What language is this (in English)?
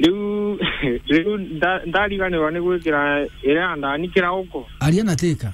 Meru